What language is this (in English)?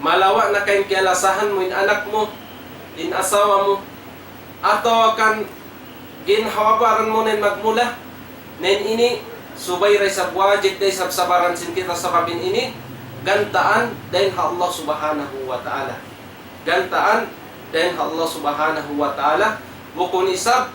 Tausug